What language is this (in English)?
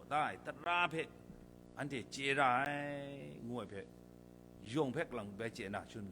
Kachin